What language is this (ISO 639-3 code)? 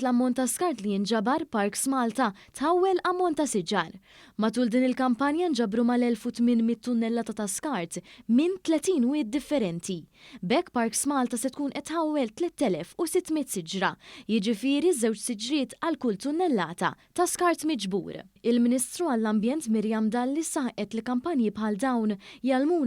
mlt